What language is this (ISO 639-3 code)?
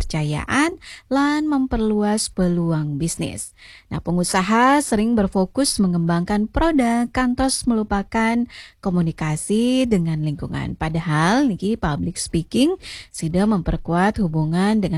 ban